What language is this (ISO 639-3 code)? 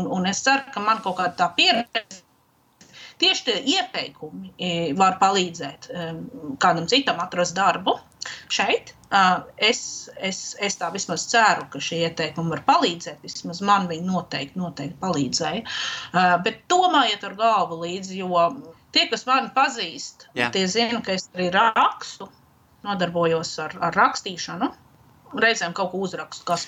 lav